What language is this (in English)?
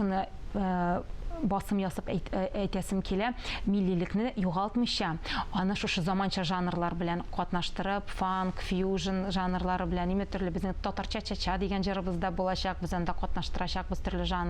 Tatar